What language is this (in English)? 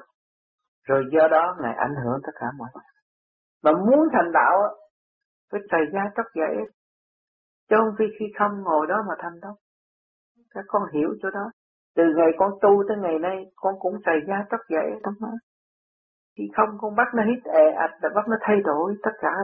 Vietnamese